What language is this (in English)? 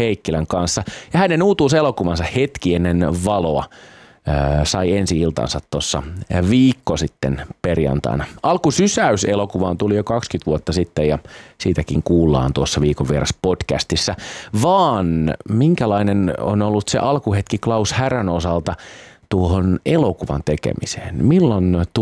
Finnish